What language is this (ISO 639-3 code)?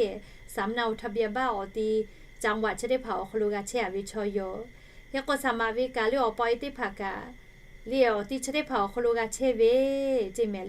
lhu